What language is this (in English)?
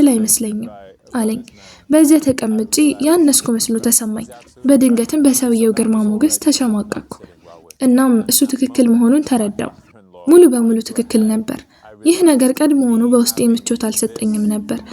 Amharic